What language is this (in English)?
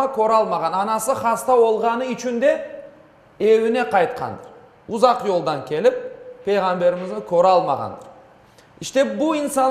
Crimean Tatar